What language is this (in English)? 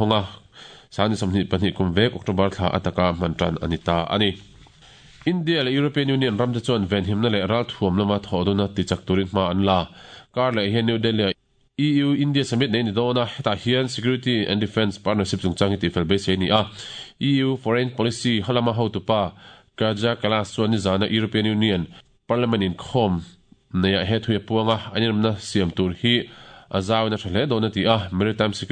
Mizo